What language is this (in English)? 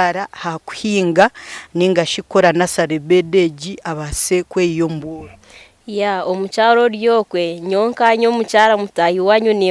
Nyankole